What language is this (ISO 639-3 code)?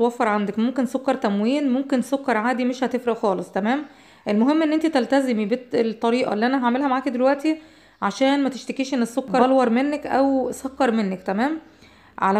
arz